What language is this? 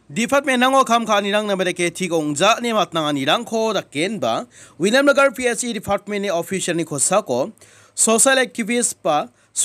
Garo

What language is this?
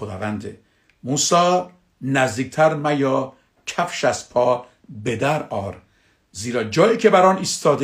Persian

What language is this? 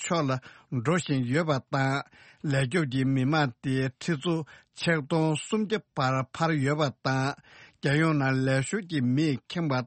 Tibetan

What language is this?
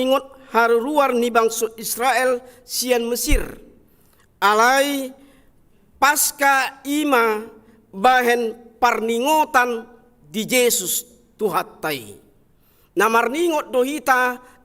Batak Toba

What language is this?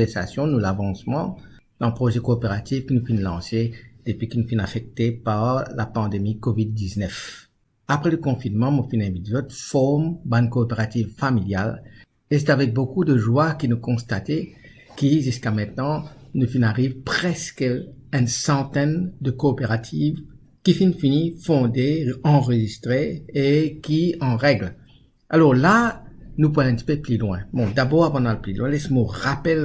Morisyen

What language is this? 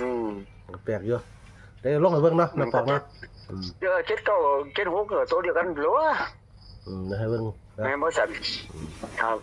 Northeastern Thai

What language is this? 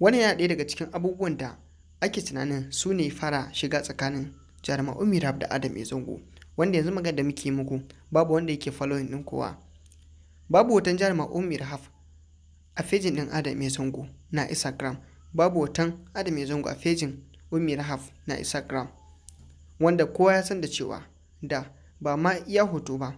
Hausa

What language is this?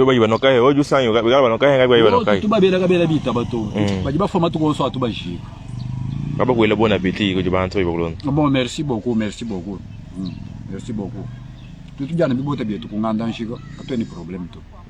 Luba-Lulua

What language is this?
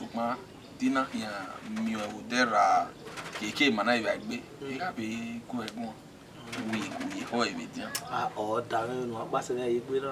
Bini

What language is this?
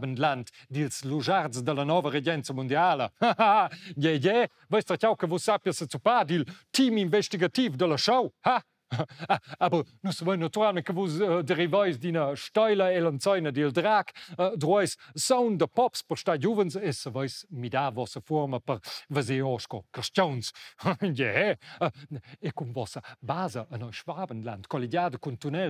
Romansh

